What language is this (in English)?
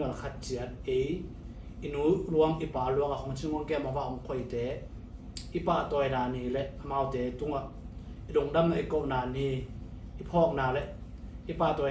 Tedim Chin